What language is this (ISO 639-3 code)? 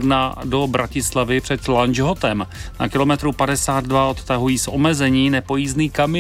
ces